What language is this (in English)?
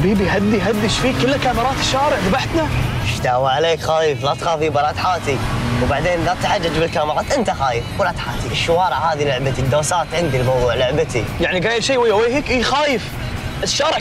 Gulf Arabic